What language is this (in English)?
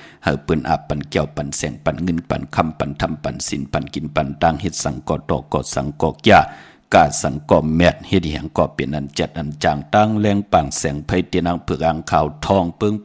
Shan